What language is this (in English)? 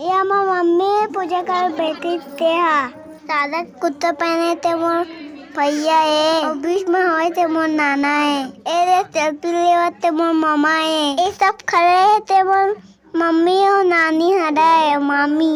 Chhattisgarhi